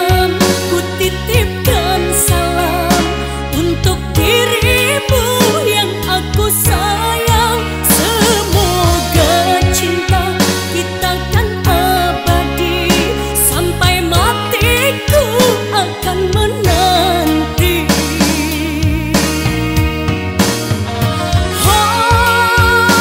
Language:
Indonesian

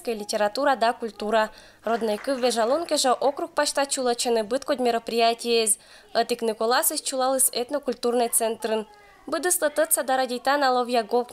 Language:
Komi-Permyak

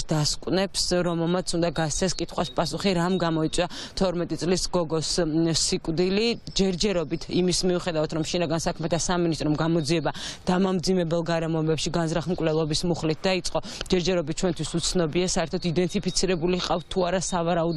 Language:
Georgian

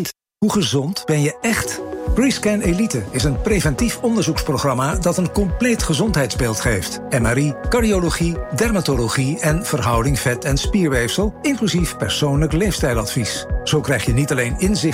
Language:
Dutch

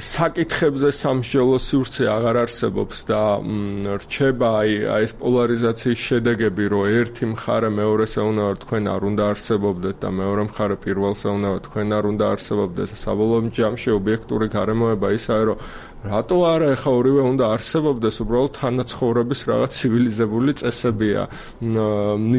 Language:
Georgian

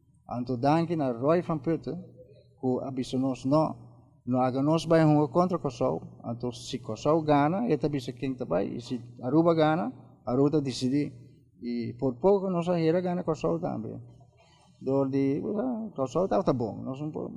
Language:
Papiamento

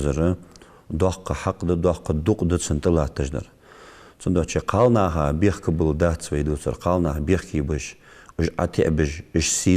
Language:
Ingush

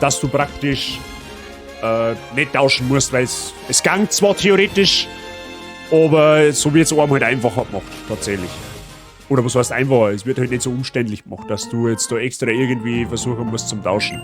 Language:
Bavarian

